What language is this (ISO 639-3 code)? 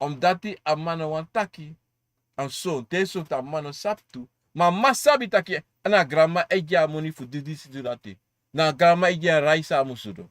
srn